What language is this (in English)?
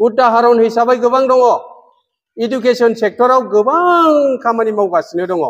Bodo